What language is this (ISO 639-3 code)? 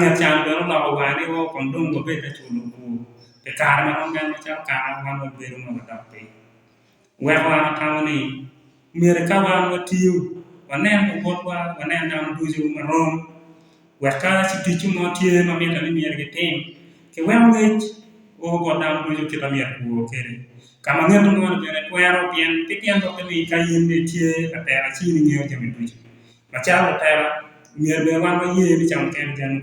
ach